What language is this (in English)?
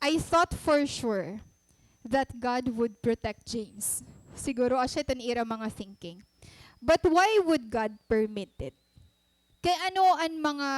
Waray